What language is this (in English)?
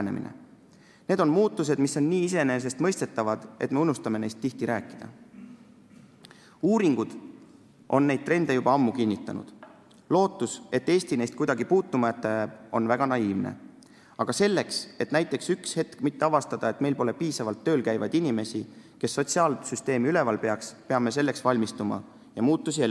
Estonian